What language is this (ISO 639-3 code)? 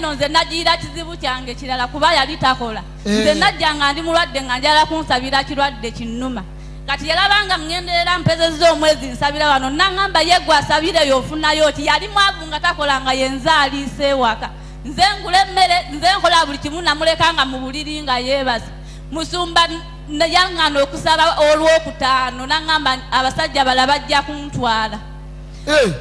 lug